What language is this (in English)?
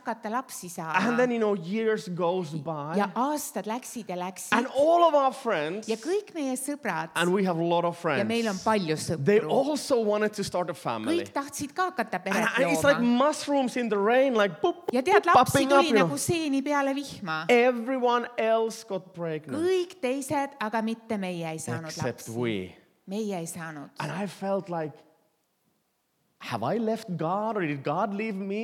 Estonian